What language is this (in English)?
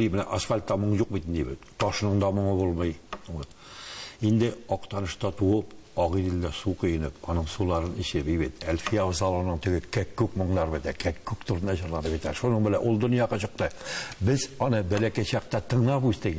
Tatar